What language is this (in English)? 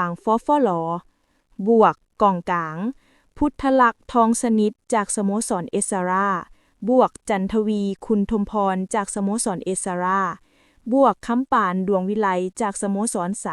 Lao